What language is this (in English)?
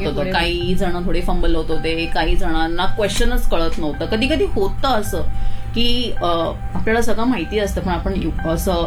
Marathi